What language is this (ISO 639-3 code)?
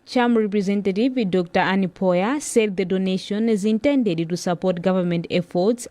eng